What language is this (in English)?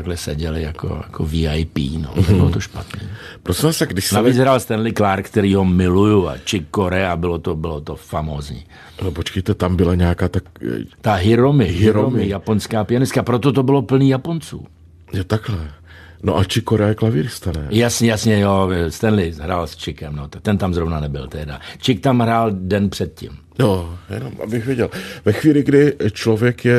Czech